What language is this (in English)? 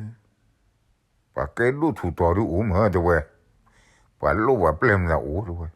S'gaw Karen